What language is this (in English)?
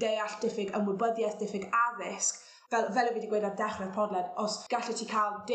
Welsh